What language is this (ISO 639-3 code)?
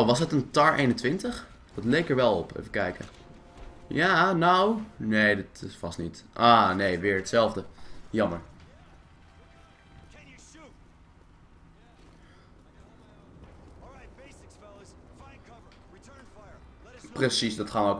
nld